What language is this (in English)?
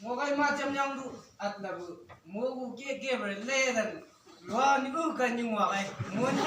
Chang Naga